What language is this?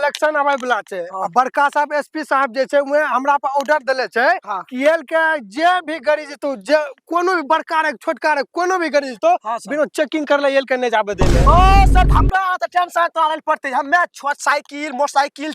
Angika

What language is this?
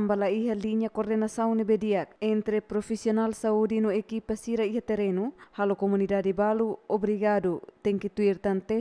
Tetum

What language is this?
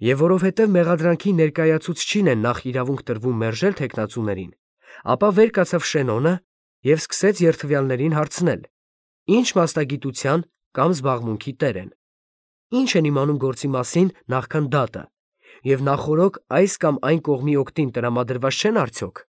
Armenian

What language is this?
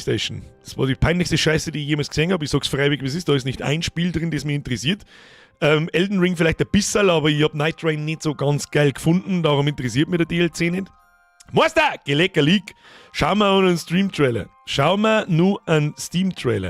Bavarian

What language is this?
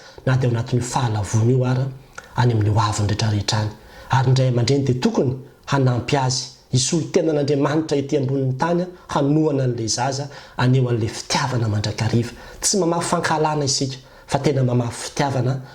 Malagasy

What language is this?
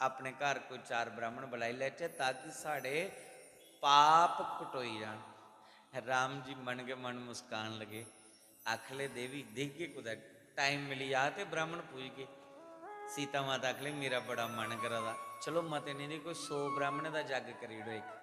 Dogri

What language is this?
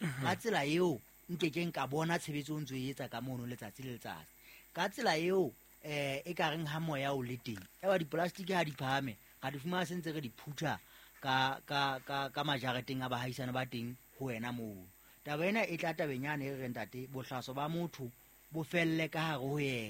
Southern Sotho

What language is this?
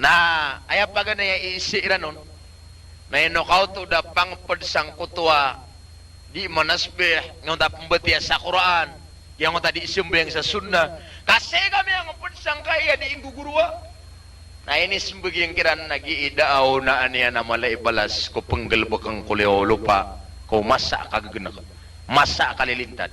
Maranao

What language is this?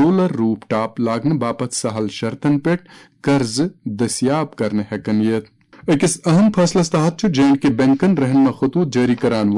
Kashmiri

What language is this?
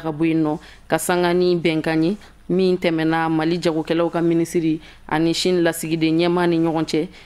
Bambara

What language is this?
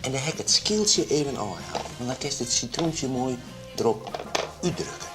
Western Frisian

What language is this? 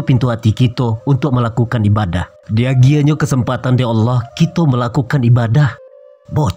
Minangkabau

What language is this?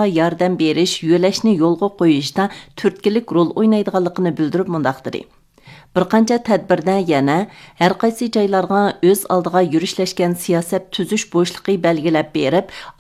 Uyghur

